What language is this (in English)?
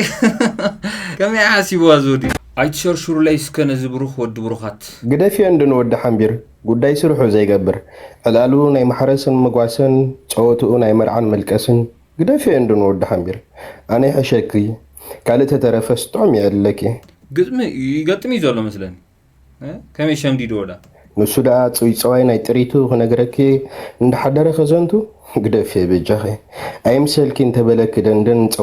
Tigrinya